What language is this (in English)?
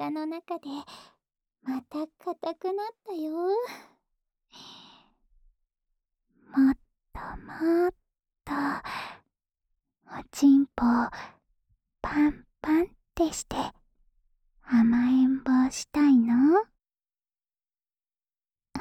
Japanese